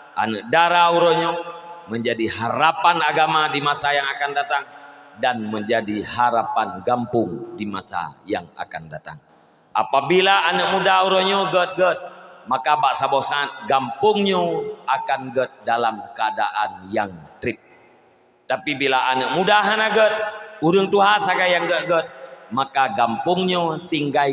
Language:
Achinese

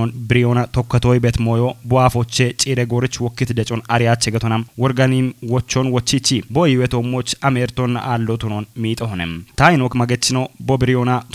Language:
Kafa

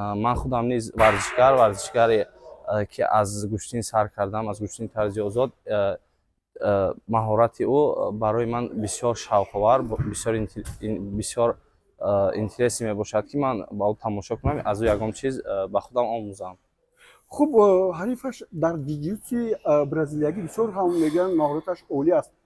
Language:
Tajik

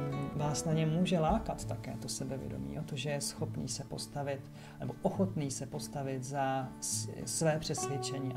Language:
Czech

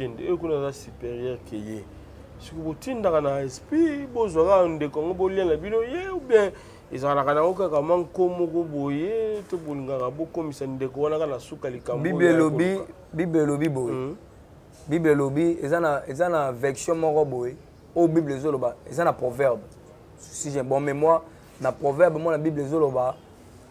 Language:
Lingala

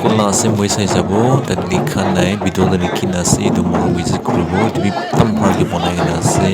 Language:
Naga Pidgin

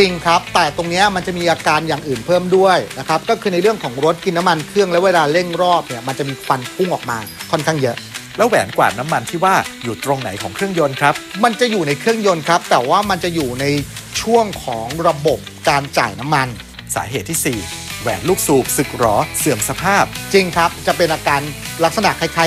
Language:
Thai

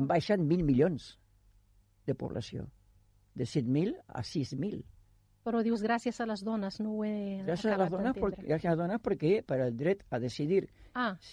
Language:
Catalan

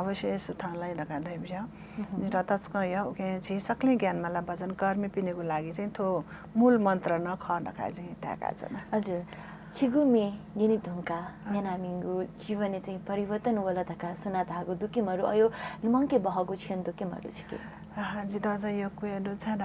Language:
Newari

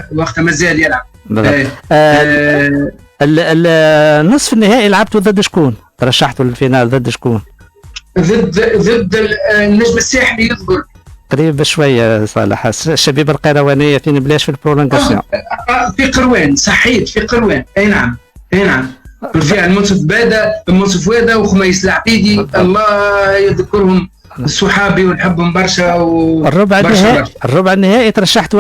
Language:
Tunisian Arabic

